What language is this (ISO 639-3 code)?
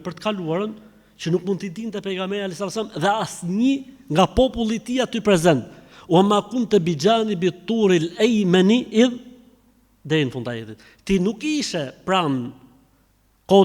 sqi